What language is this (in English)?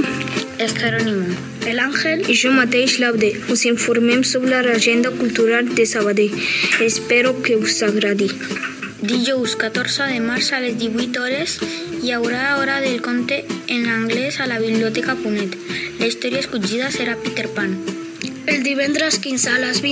Catalan